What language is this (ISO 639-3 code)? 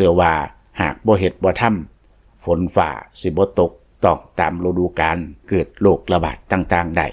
lao